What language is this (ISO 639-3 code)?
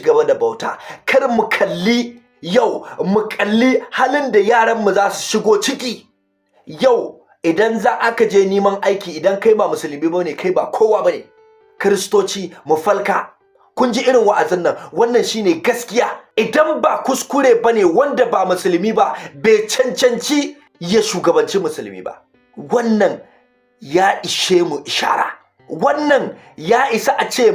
hau